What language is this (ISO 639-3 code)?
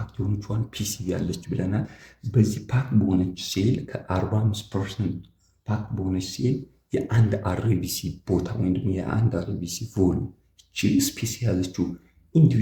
amh